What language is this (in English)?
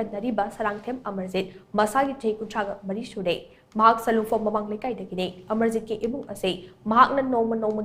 Manipuri